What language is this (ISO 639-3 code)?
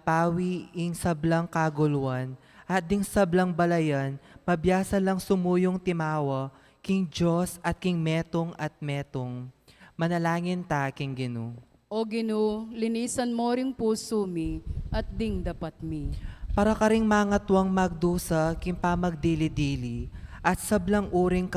pam